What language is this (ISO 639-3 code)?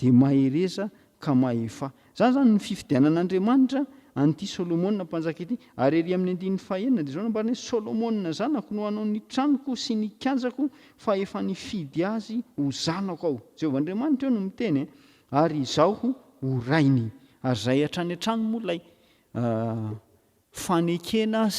mlg